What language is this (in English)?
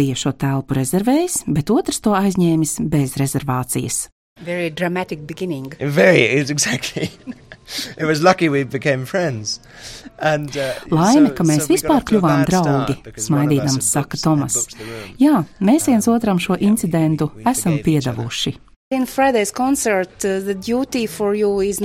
Latvian